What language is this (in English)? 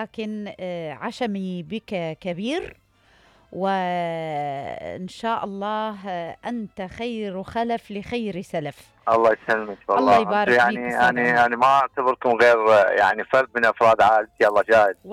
Mesopotamian Arabic